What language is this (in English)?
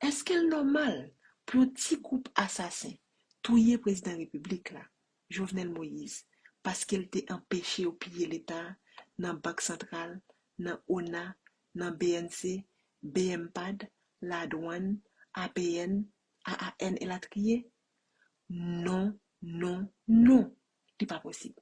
Haitian Creole